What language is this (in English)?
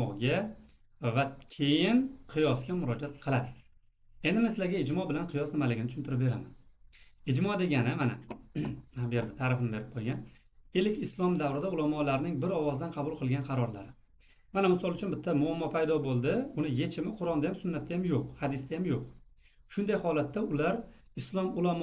Uzbek